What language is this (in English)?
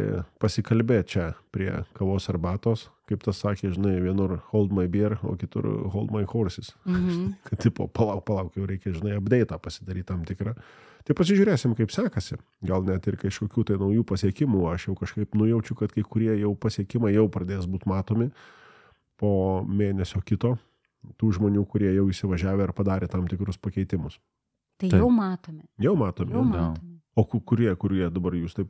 Lithuanian